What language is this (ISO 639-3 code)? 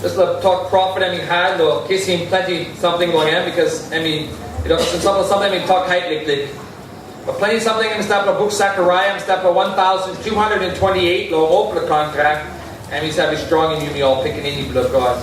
tpi